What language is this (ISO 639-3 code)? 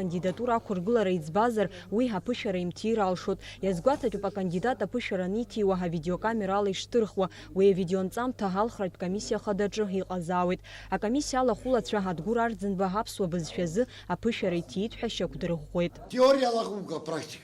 abk